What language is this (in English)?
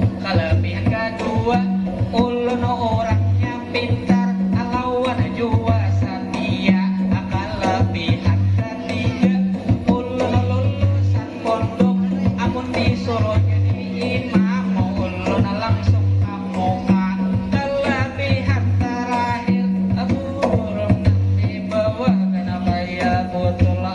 Banjar